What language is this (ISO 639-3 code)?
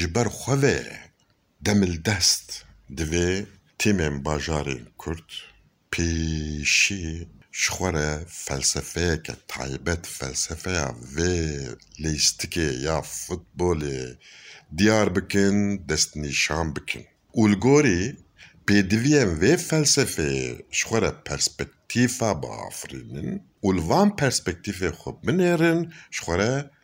kur